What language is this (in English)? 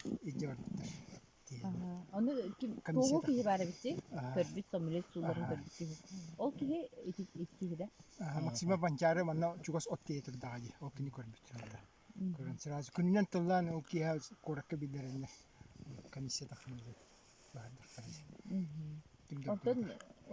Yakut